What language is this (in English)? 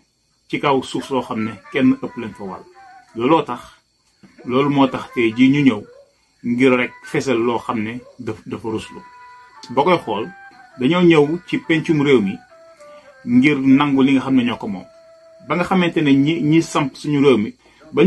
Wolof